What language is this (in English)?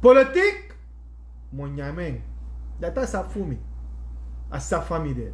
Sranan Tongo